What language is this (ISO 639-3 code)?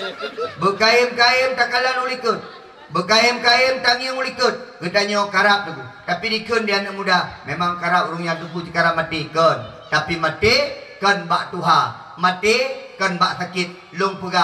ace